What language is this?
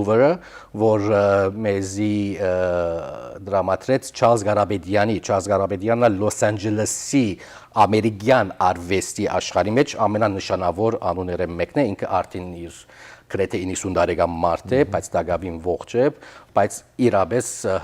Western Armenian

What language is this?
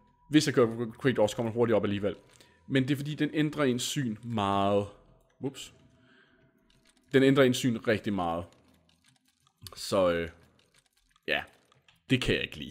Danish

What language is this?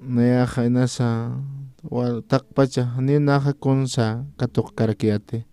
Aymara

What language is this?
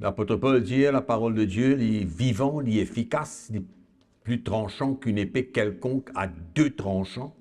Morisyen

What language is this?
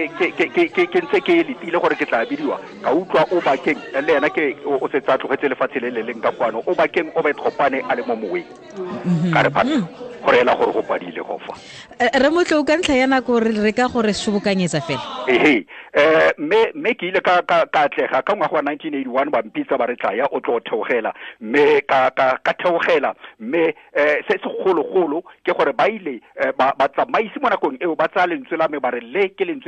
Tswana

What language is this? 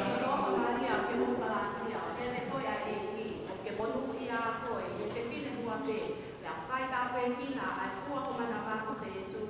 Tongan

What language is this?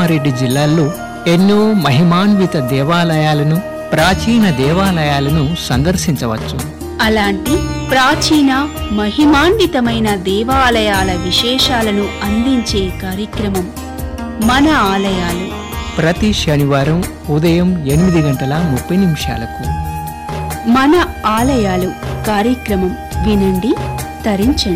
Telugu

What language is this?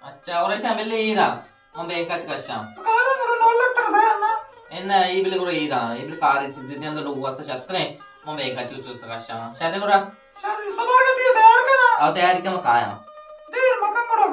Baluchi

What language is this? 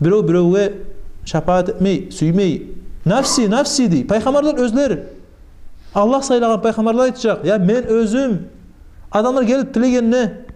Kumyk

